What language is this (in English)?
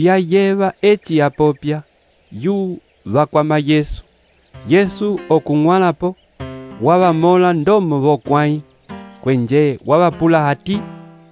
Umbundu